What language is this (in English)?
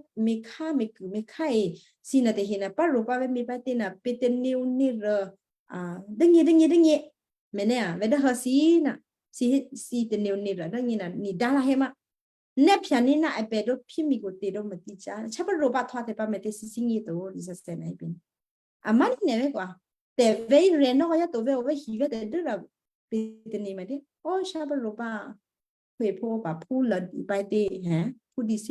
Western Kayah